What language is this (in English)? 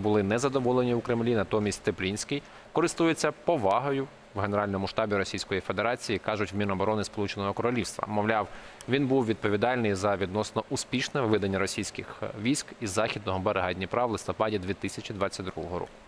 Ukrainian